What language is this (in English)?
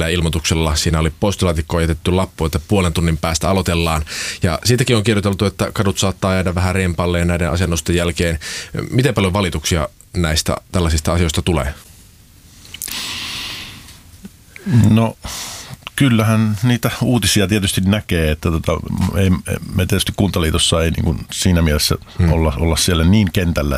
Finnish